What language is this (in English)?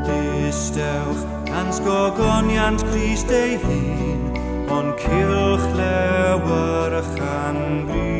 Welsh